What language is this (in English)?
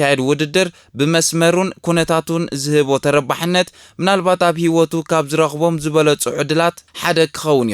Tigrinya